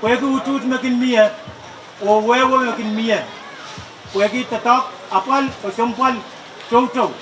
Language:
Pohnpeian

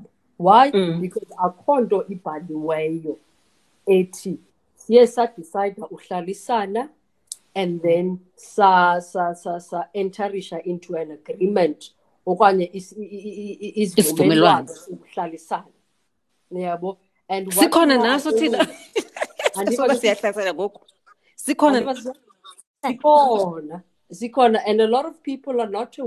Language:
Xhosa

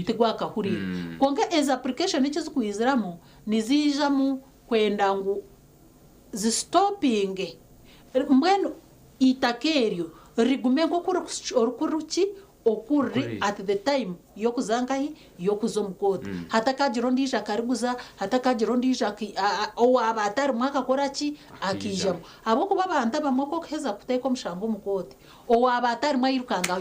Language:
Nyankole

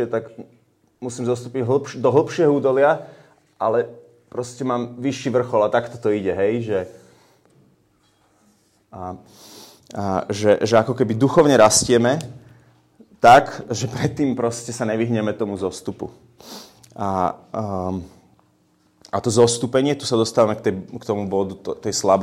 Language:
Slovak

